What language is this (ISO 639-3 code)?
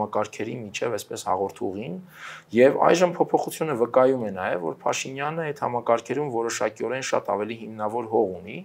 hye